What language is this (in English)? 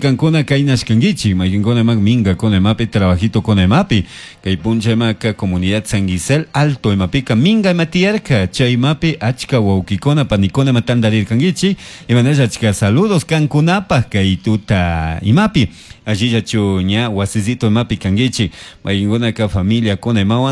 Chimborazo Highland Quichua